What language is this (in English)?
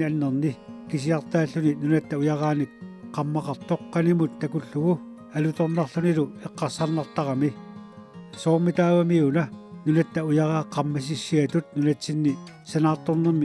Kalaallisut